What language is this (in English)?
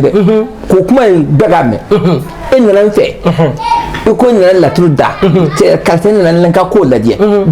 Bambara